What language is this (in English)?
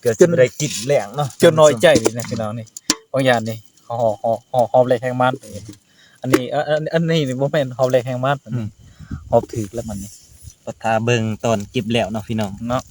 Northeastern Thai